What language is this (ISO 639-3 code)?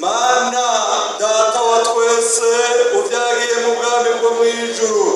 run